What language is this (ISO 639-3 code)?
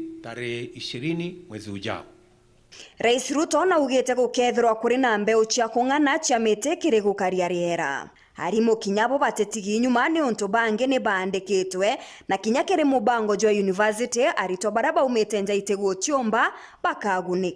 mer